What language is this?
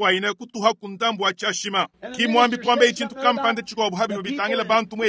Luba-Lulua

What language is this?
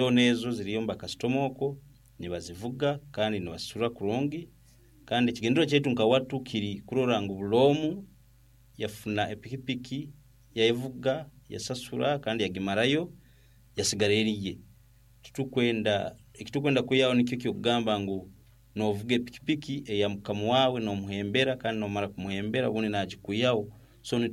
Nyankole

